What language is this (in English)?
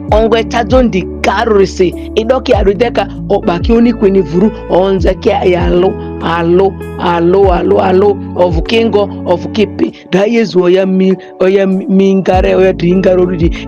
Ma'di